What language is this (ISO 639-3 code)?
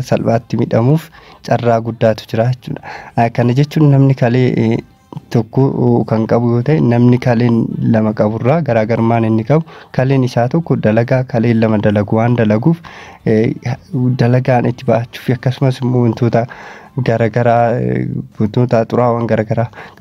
orm